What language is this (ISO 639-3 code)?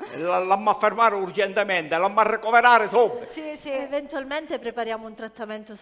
scn